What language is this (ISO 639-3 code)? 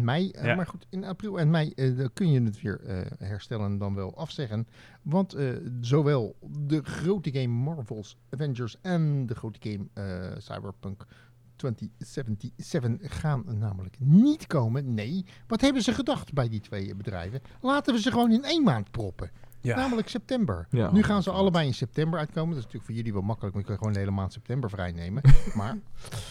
nld